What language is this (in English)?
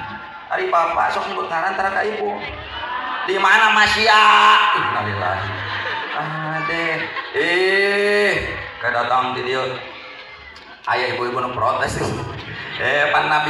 Sundanese